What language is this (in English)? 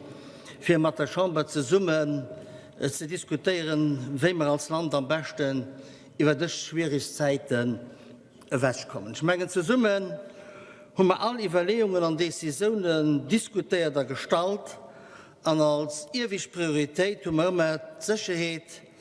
Luxembourgish